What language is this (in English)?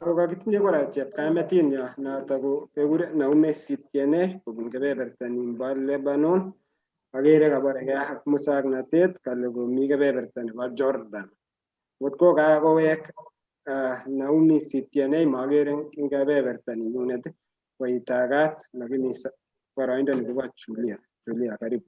Kalenjin